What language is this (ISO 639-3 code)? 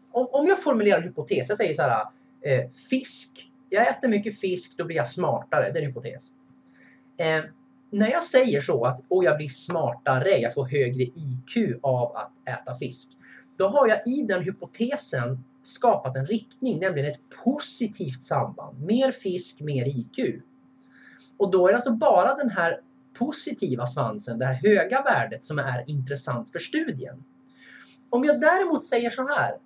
swe